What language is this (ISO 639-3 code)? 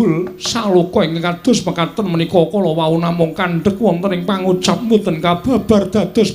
jav